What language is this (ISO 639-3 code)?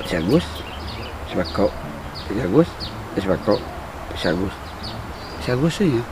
min